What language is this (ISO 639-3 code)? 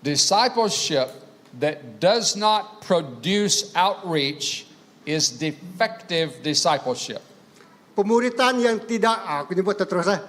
iba